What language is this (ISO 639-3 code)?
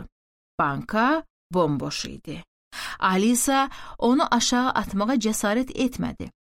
aze